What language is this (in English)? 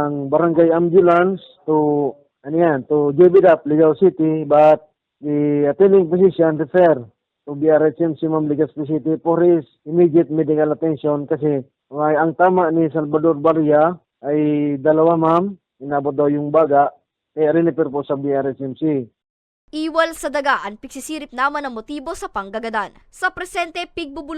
Bikol